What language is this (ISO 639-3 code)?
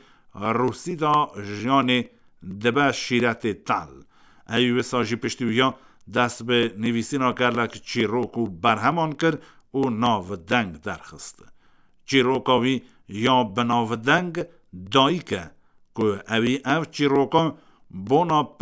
kur